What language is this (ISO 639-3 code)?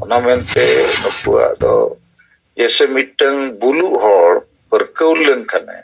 sat